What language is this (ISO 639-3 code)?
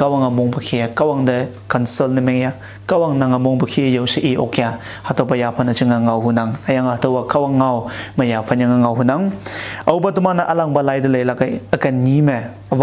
nbe